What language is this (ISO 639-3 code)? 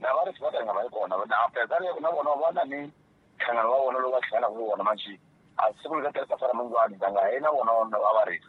tso